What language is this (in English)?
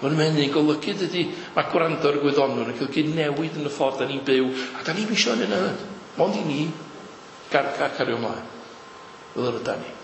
Welsh